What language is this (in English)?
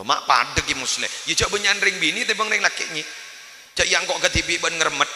Madurese